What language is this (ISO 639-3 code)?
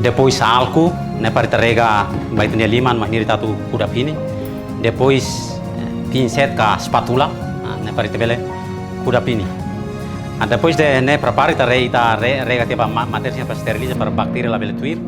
tet